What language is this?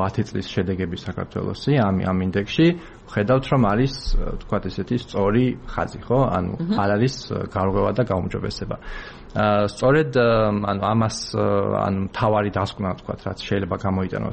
Georgian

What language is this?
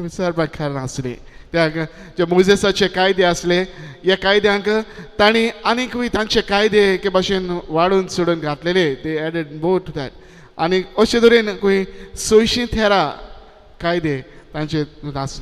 Konkani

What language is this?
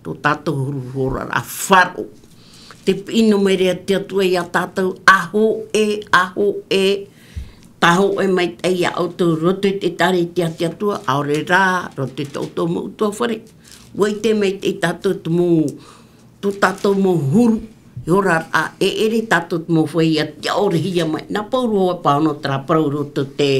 Tahitian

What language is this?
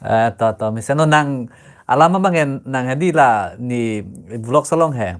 Karbi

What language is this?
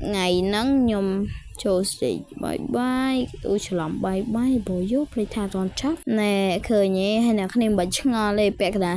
Khmer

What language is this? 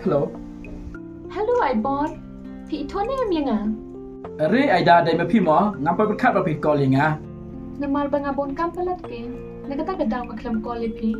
Khasi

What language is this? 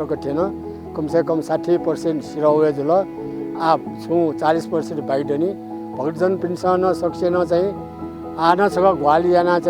Newari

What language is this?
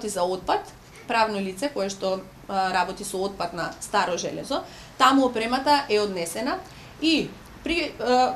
Macedonian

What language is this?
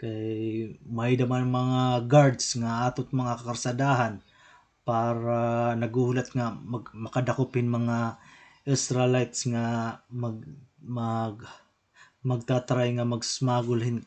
Waray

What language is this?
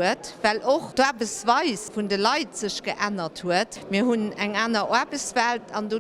Luxembourgish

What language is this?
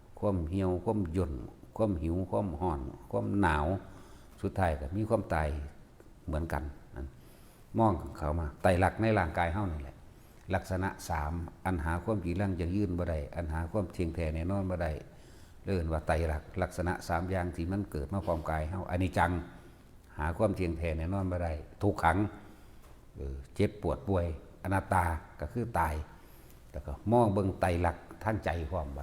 Northeastern Thai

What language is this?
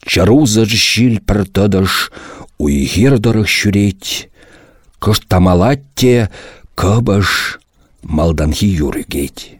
Chuvash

